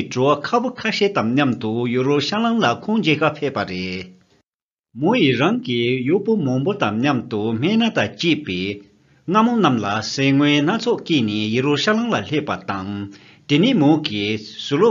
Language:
Tibetan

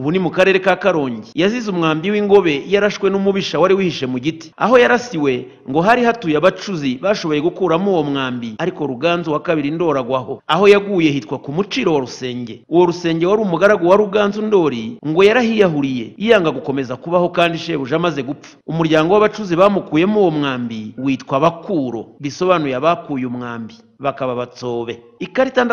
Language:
Kinyarwanda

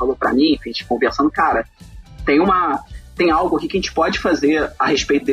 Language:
Portuguese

